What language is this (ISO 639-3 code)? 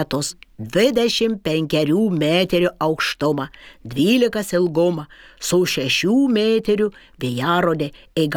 lit